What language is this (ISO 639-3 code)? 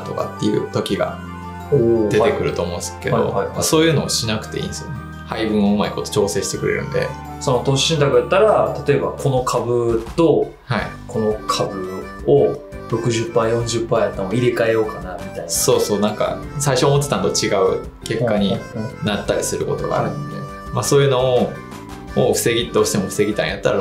jpn